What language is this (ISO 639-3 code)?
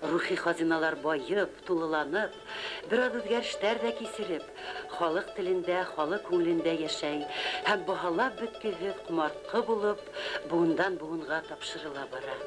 bak